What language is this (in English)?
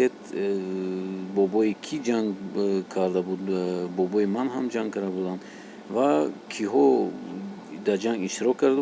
Tajik